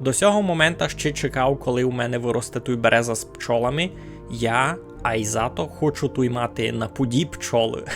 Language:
Rusyn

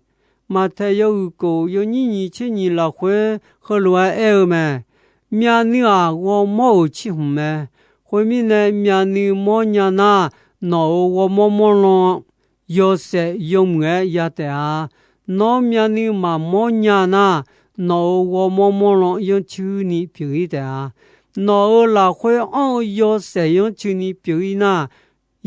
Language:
Akha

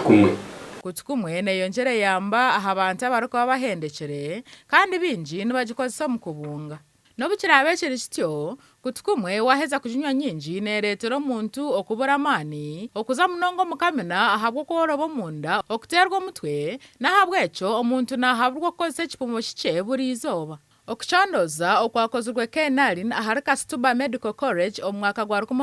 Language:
Nyankole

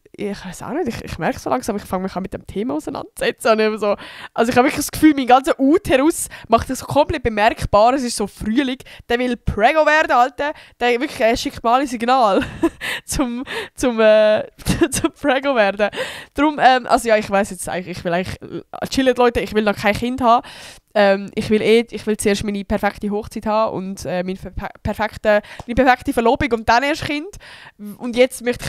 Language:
Swiss German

